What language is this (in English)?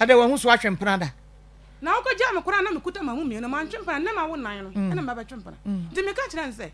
Akan